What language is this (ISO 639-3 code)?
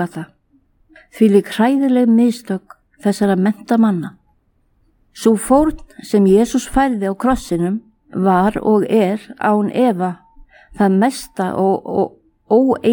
isl